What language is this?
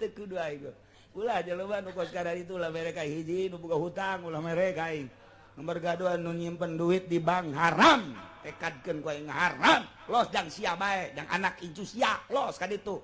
Sundanese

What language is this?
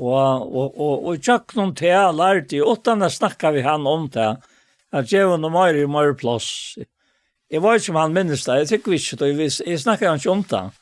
Faroese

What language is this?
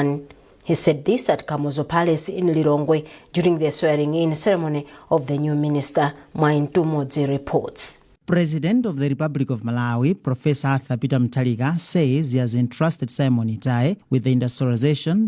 English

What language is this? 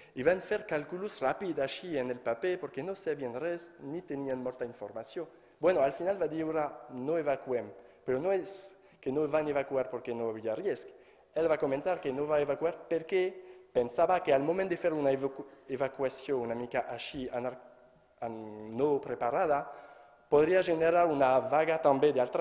Catalan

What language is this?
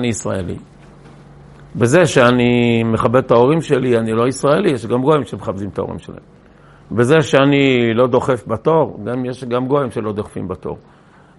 Hebrew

